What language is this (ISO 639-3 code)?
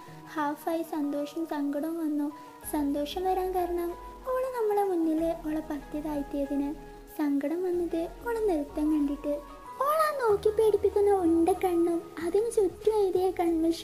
mal